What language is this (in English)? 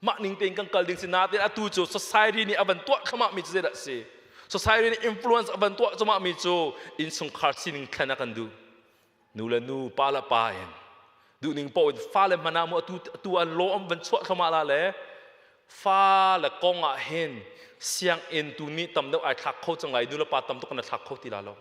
Hakha Chin